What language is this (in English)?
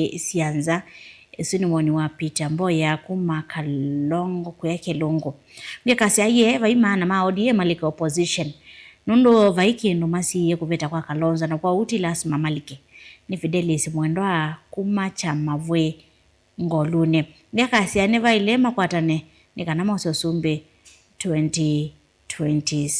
Kamba